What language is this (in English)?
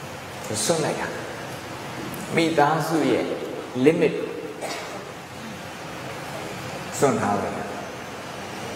Burmese